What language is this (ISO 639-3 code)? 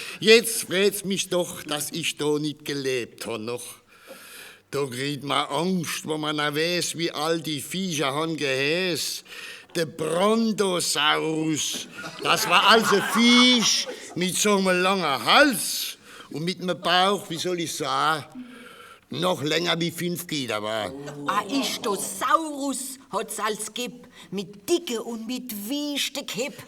pfl